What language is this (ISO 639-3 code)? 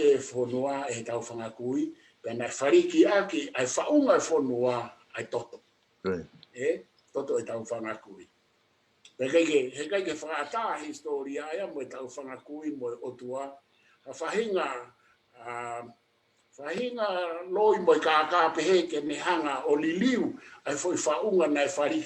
ton